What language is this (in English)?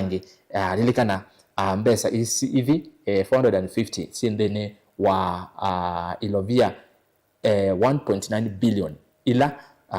Kamba